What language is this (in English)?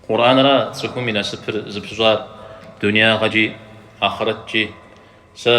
Kabardian